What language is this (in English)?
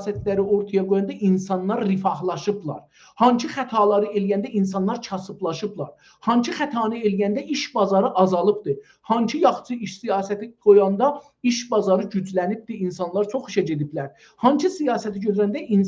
South Azerbaijani